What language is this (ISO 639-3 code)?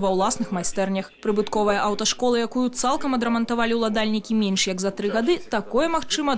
bel